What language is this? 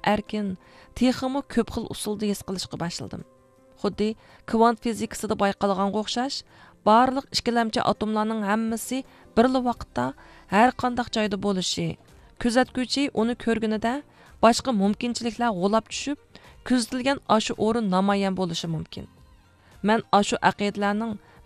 Uyghur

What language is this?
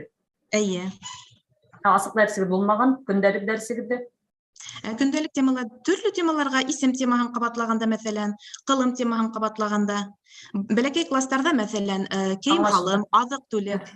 Bashkir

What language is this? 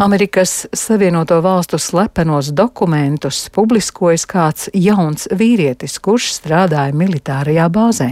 Latvian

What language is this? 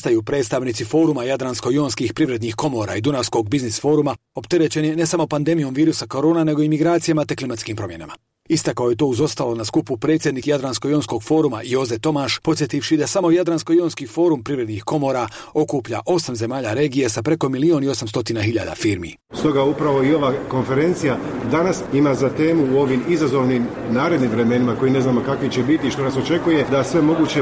Bosnian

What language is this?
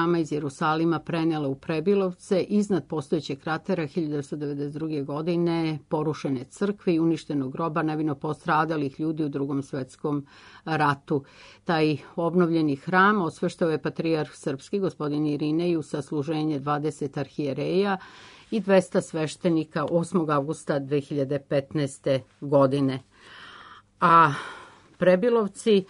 Serbian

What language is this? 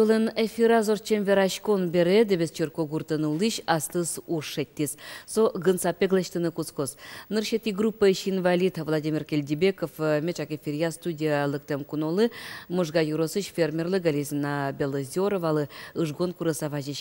Udmurt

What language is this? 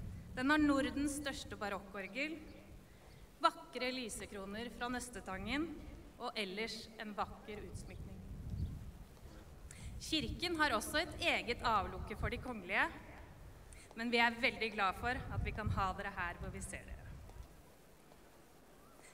Norwegian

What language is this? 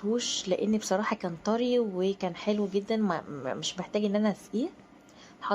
Egyptian Arabic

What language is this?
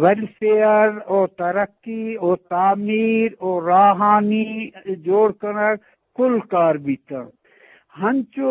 Eastern Balochi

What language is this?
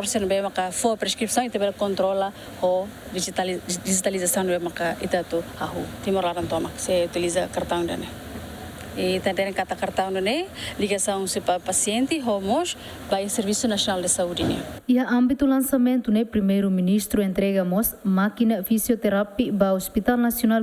Tetum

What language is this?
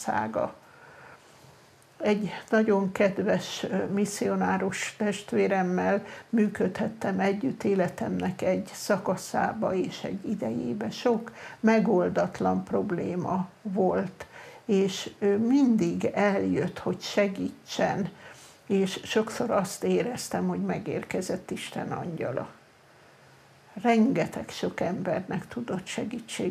Hungarian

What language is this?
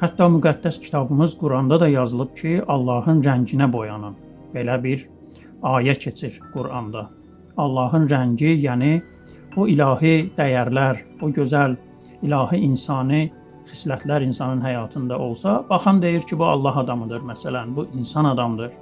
Azerbaijani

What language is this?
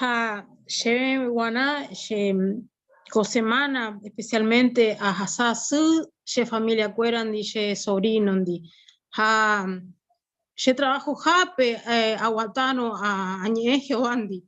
Guarani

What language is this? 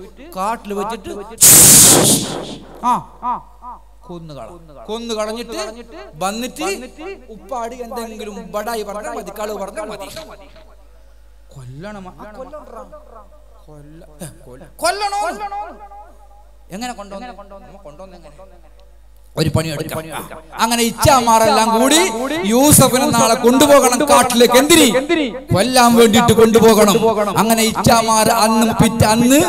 Malayalam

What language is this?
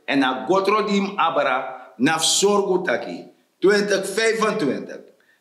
Sranan Tongo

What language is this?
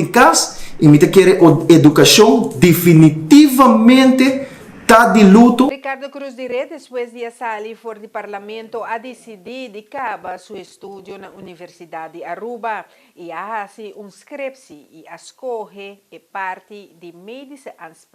Papiamento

